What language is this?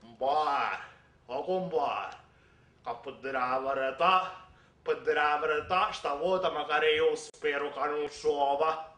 Sicilian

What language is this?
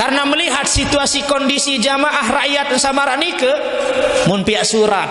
Sasak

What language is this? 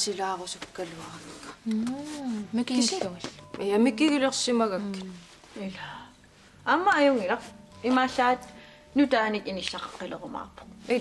Kalaallisut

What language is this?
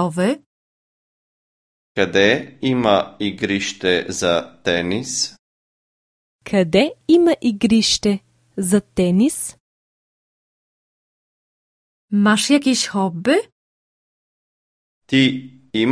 Bulgarian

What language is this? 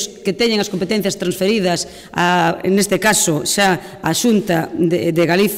Galician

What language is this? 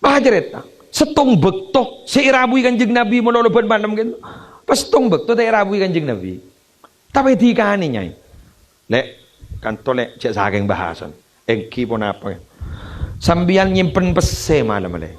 Madurese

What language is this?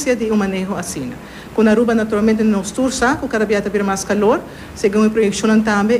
Papiamento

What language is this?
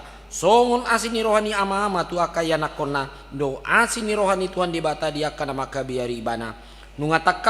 Batak Toba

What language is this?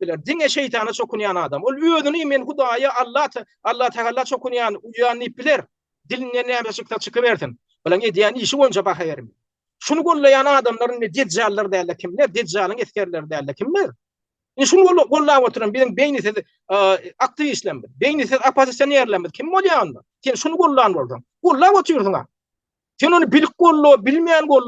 Turkmen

